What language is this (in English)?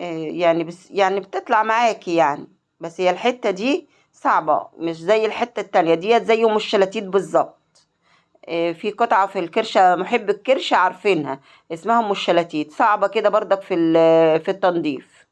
Egyptian Arabic